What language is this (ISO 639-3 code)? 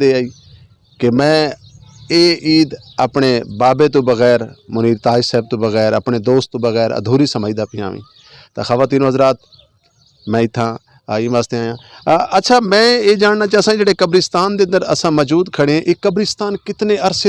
skr